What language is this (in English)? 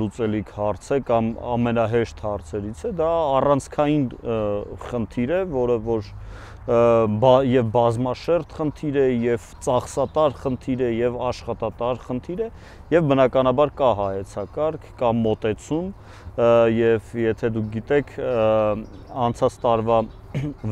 Armenian